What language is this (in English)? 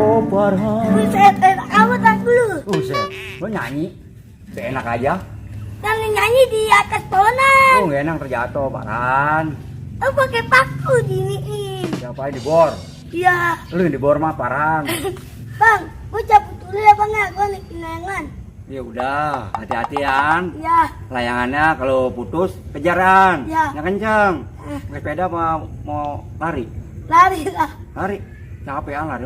Betawi